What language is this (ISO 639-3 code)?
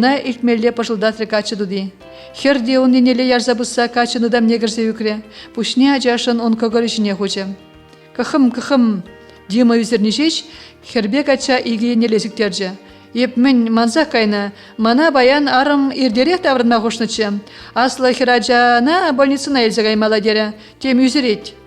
chv